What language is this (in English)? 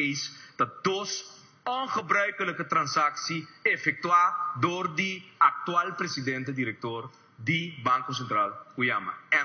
Papiamento